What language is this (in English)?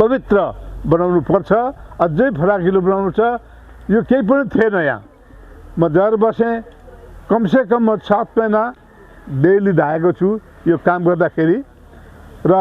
Nepali